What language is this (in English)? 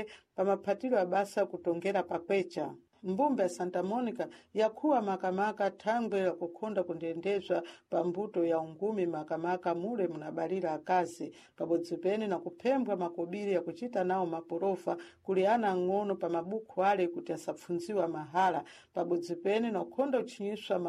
Sena